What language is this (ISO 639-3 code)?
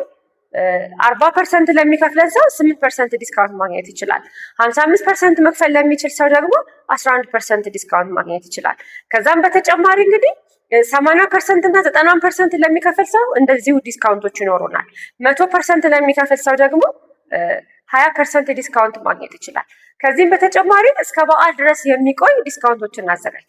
amh